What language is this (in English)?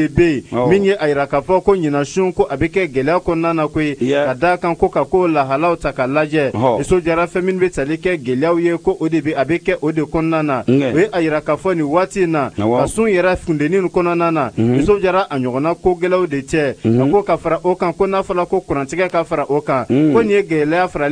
Bambara